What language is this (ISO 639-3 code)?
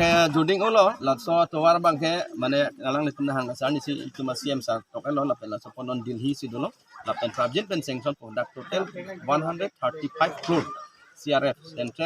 mjw